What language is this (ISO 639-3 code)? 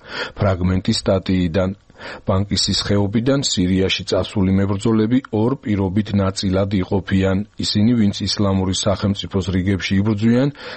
kat